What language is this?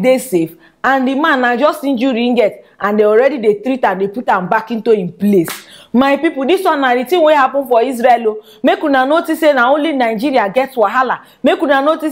Nigerian Pidgin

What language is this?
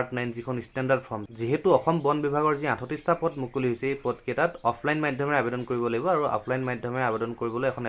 Assamese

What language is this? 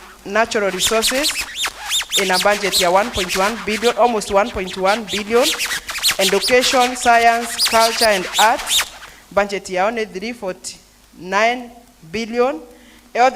Meru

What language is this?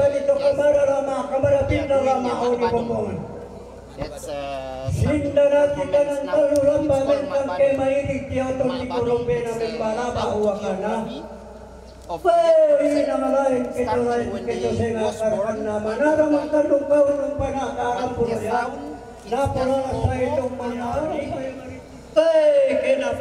Toraja-Sa'dan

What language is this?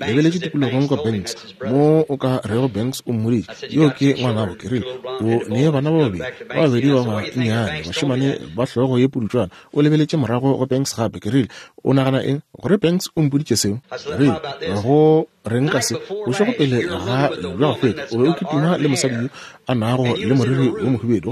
Northern Sotho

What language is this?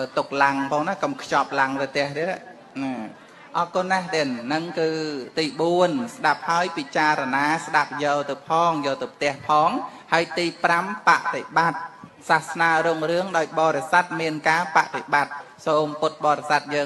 Khmer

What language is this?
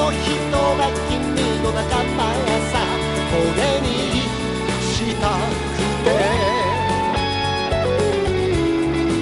Japanese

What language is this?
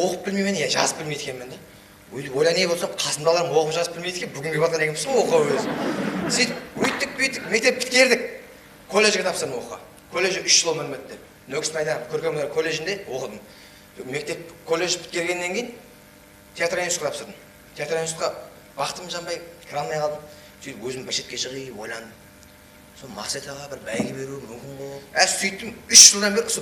Kara-Kalpak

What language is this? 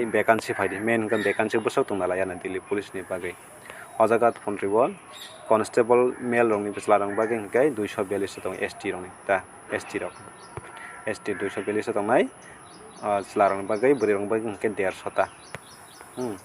Kok Borok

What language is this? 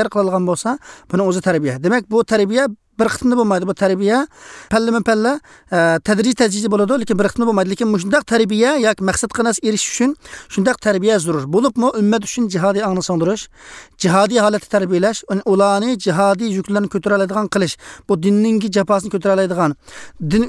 Uyghur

